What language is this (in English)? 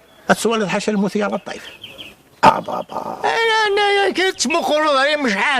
Kabyle